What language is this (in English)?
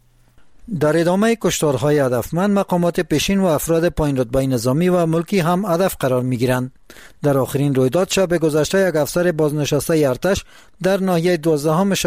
Persian